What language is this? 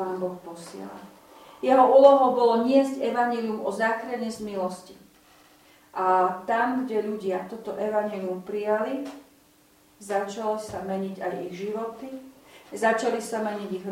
Slovak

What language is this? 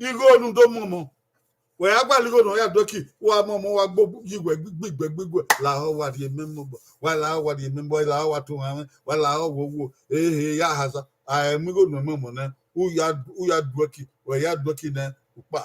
Bini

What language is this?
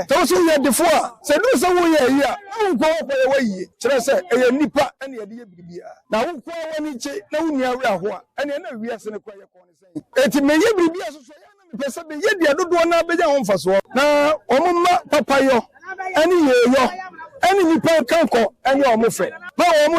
Akan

